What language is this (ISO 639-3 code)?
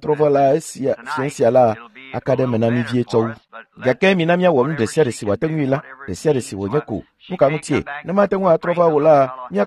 ewe